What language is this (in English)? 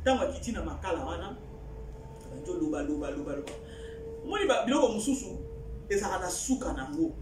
Lingala